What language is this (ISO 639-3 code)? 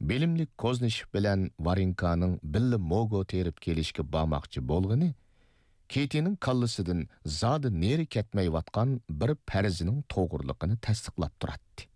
uig